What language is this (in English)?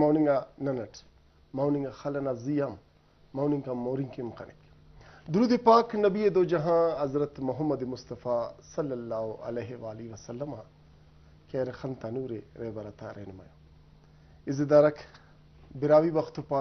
Brahui